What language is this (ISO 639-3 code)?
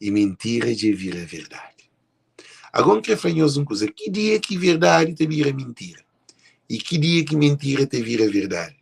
kea